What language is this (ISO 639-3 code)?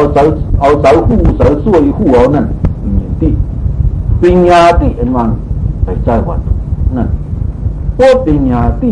shn